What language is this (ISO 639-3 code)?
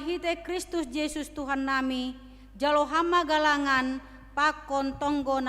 bts